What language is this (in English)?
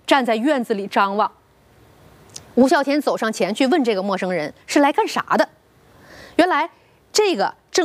Chinese